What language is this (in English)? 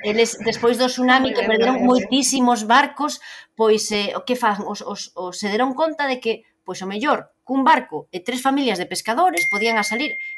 Galician